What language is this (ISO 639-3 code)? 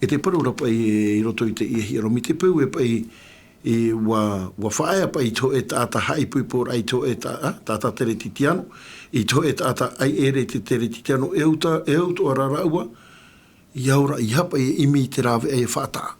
tah